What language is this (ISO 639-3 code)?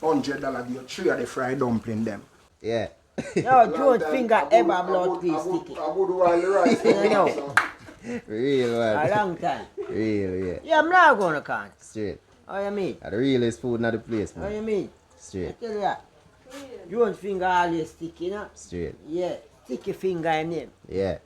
jam